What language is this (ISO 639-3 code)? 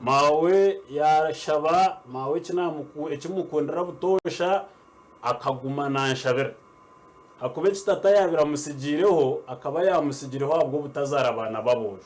nyn